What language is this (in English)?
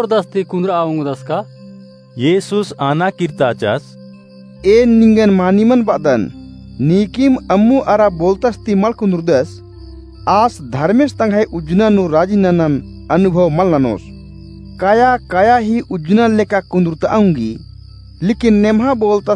Kurukh